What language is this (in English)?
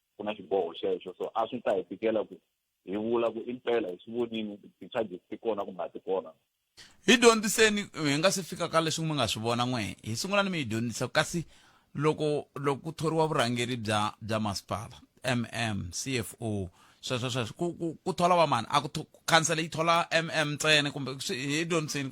Tsonga